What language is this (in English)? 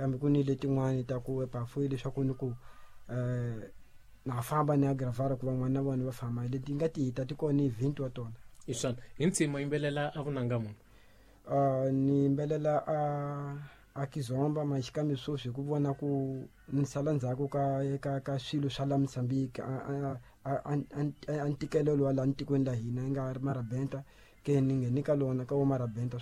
Tsonga